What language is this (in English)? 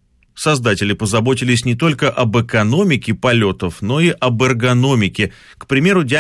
Russian